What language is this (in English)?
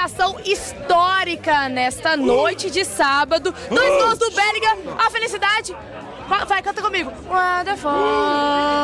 Portuguese